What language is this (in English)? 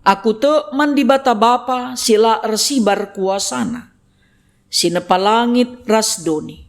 Batak Karo